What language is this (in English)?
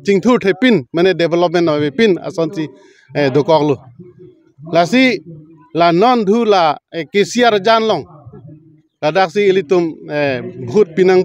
Karbi